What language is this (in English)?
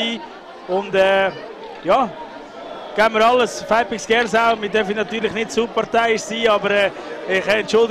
German